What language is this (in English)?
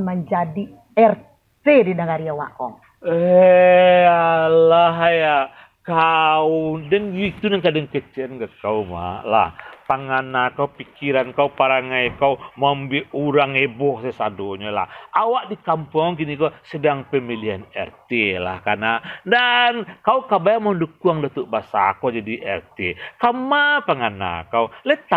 Minangkabau